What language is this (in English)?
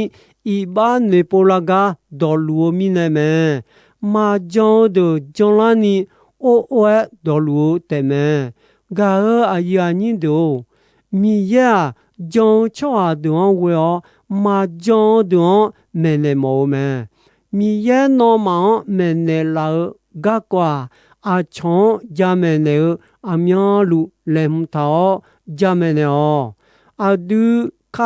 Akha